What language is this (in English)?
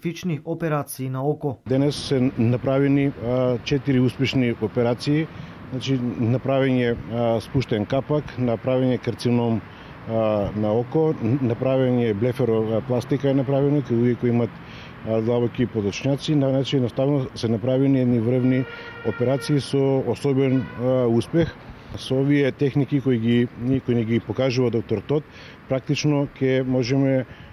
Macedonian